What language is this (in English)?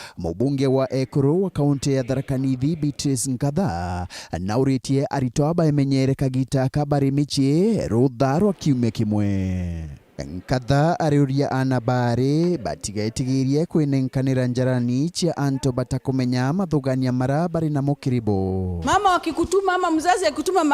Meru